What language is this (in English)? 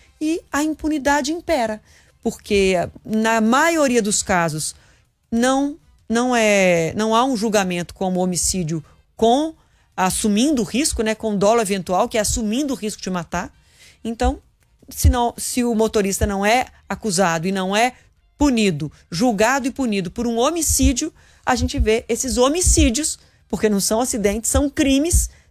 Portuguese